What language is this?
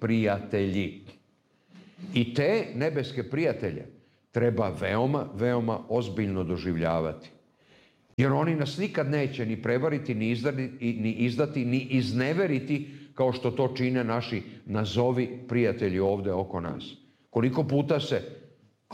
Serbian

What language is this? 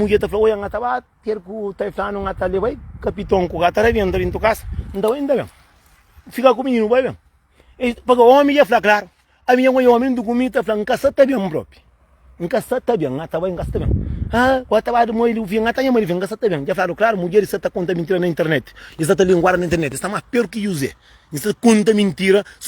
Kabuverdianu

